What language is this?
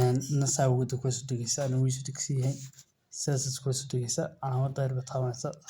Somali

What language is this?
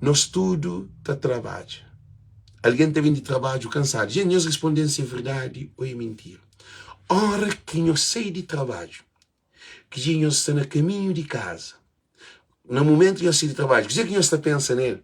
Kabuverdianu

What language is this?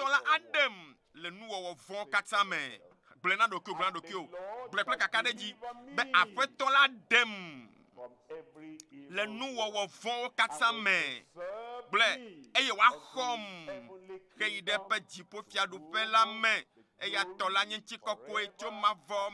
Ewe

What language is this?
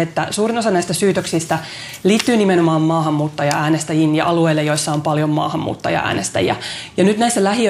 Finnish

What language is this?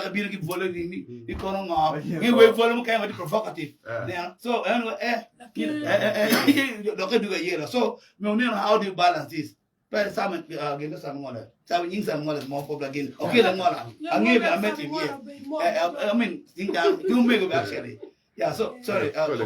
Acoli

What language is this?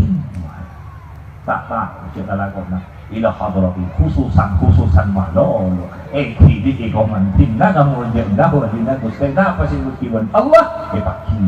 Madurese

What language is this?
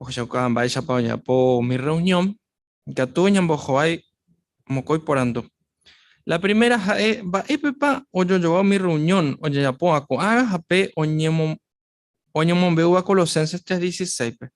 Guarani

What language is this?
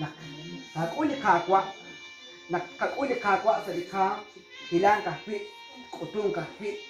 Kekchí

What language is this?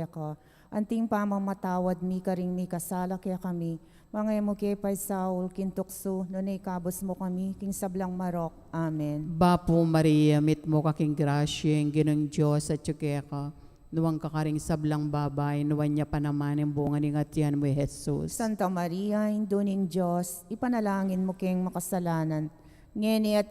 Pampanga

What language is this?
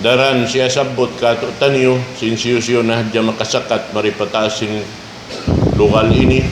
Tausug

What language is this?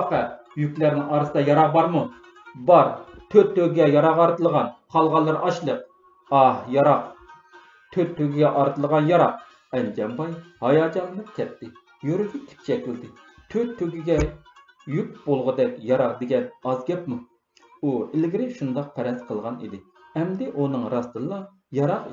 Uyghur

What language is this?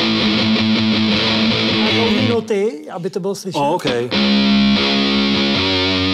Czech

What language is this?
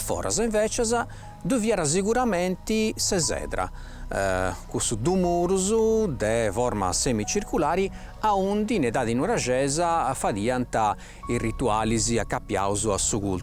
Sardinian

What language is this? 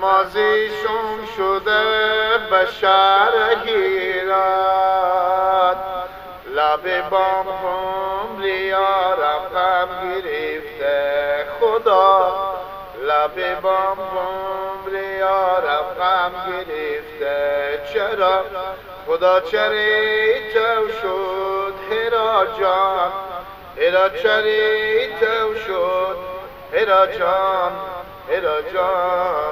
Persian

